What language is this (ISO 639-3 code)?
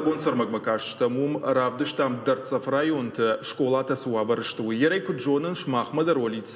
oss